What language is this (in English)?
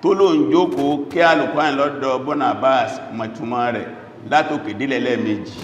Yoruba